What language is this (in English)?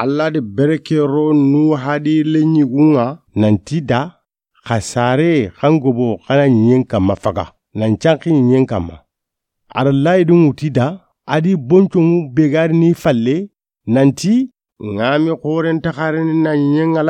Soninke